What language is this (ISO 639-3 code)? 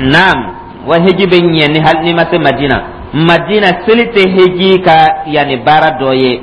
dyu